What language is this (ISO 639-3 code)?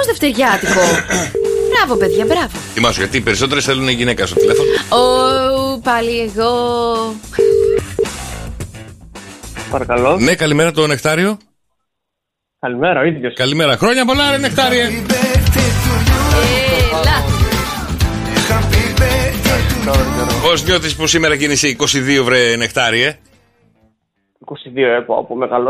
ell